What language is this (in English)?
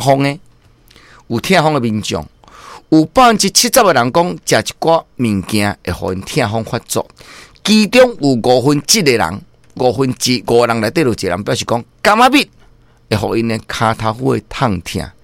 Min Nan Chinese